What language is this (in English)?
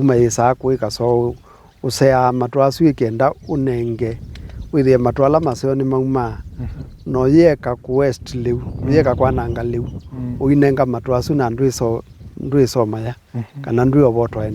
Kamba